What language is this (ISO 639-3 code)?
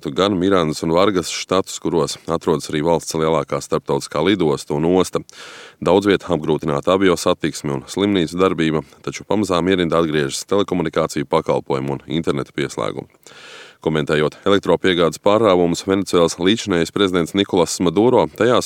lav